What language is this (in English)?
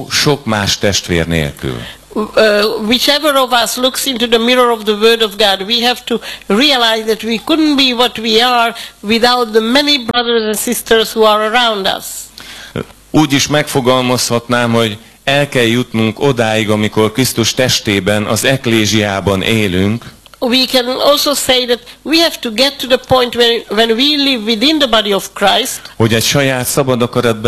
Hungarian